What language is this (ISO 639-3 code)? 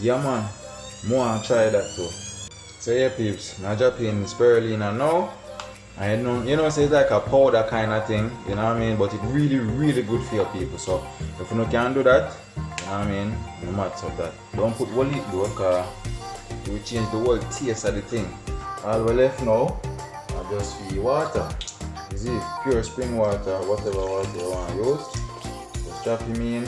jam